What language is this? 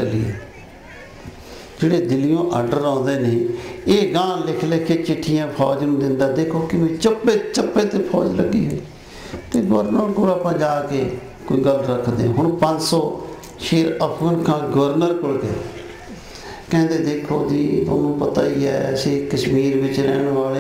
Punjabi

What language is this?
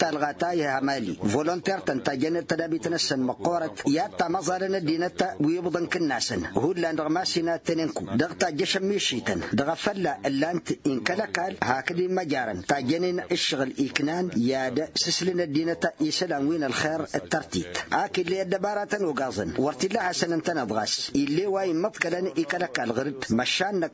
Tamasheq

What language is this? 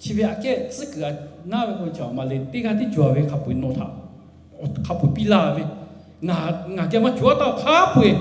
Lahu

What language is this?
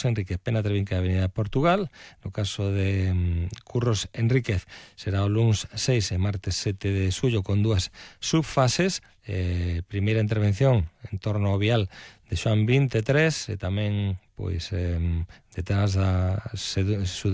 Galician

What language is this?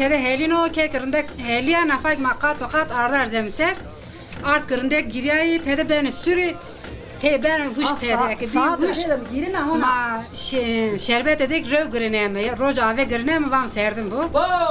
Zaza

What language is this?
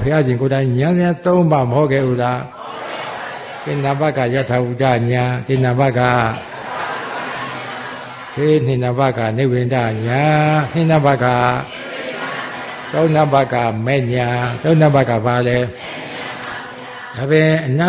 Burmese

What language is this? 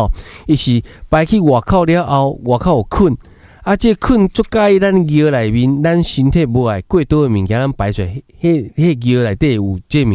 Min Nan Chinese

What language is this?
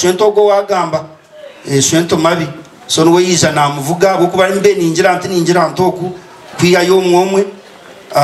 Nyankole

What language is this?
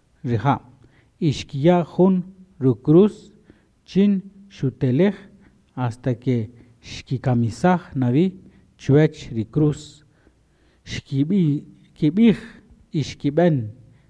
Kaqchikel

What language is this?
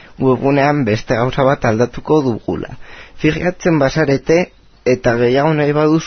Basque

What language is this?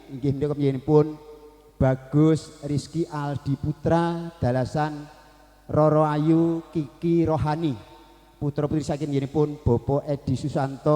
Javanese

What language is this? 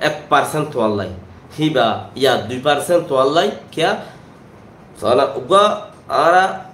Rohingya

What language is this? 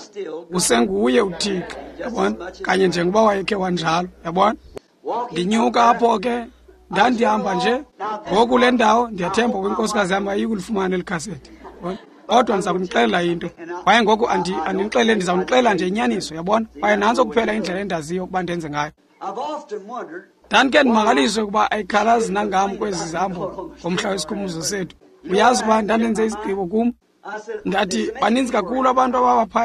Xhosa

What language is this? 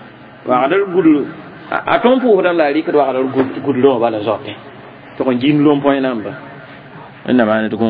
Mossi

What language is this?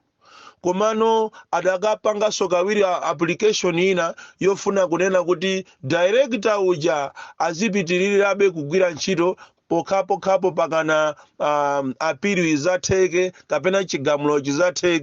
Nyanja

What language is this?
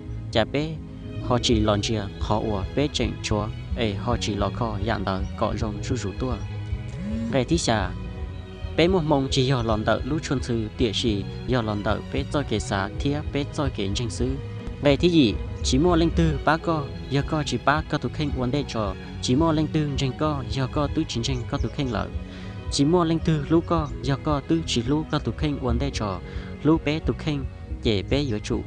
Hmong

